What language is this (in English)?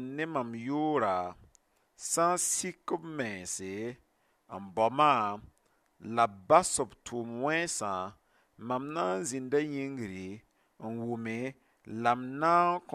Mossi